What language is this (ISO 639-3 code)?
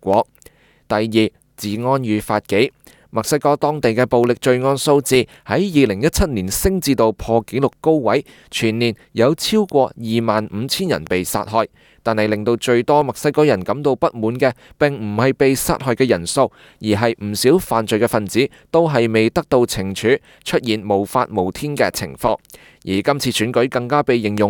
yue